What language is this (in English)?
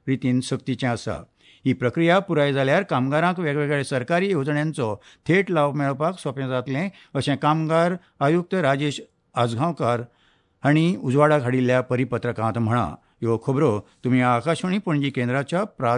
Konkani